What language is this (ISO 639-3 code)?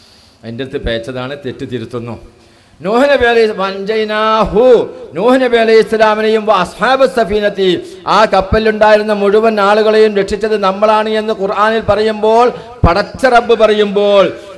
mal